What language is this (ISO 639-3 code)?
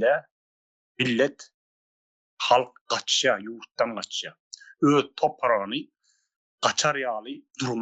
tuk